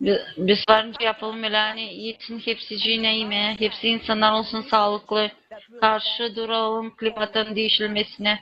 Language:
Gagauz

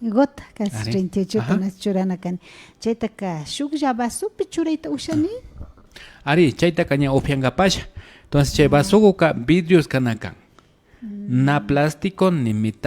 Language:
Imbabura Highland Quichua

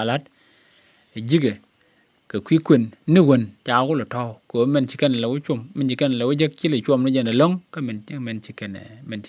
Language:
Nuer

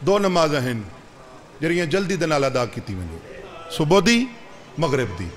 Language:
Saraiki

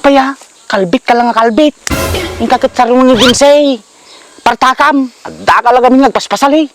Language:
Iloko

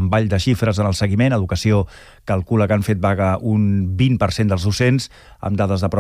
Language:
Catalan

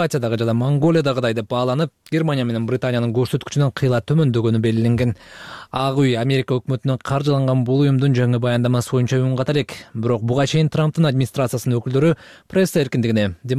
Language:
Kyrgyz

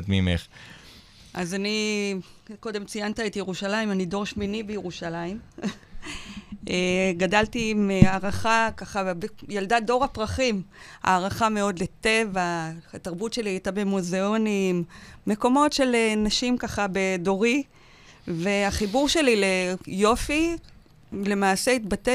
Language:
Hebrew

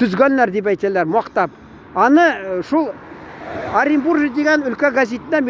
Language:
Tatar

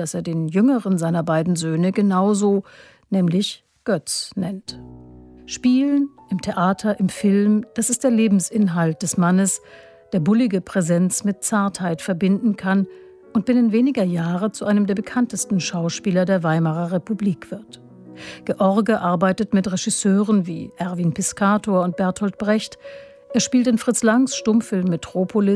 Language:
German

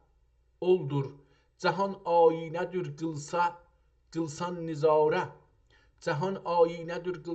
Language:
South Azerbaijani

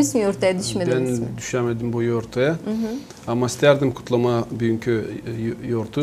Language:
Gagauz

